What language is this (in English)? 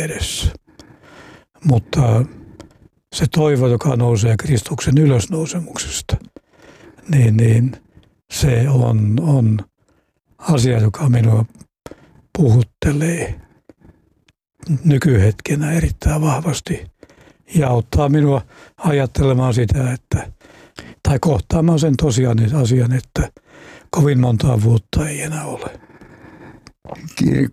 Finnish